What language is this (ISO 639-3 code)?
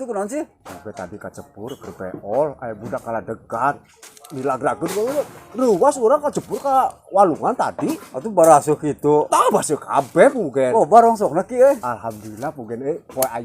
sun